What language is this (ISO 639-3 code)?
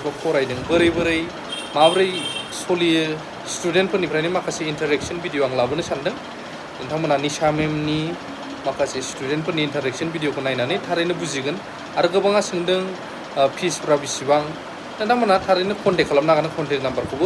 brx